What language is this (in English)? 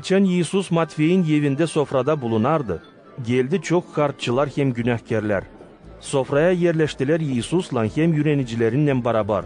Gagauz